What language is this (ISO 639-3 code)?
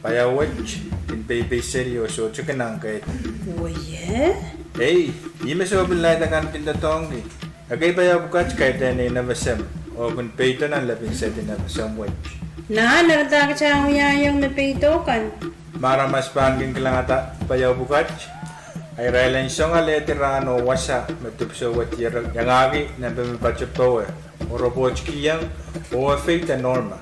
pon